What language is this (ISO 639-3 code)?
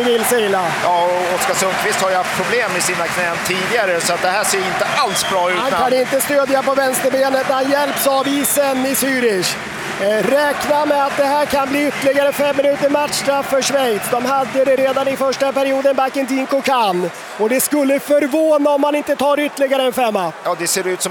swe